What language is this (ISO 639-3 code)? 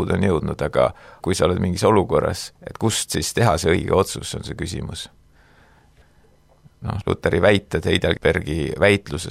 est